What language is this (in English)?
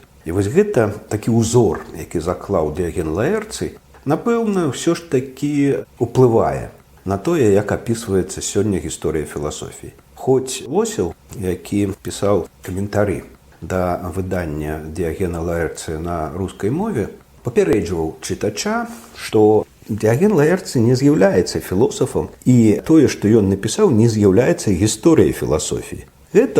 Belarusian